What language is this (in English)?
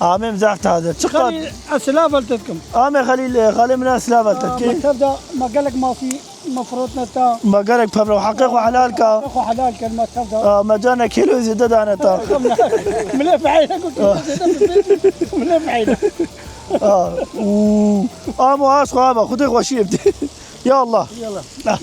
Kurdish